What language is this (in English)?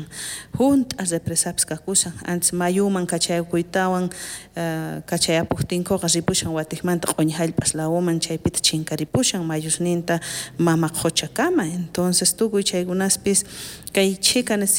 South Bolivian Quechua